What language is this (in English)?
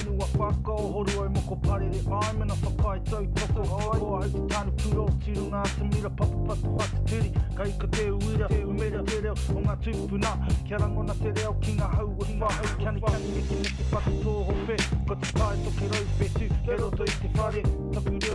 Māori